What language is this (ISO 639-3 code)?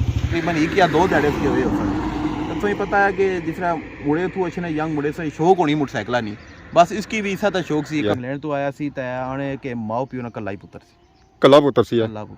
phr